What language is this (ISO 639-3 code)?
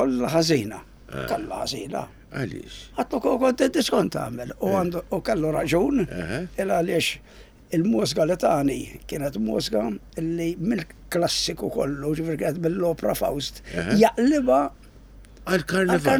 mlt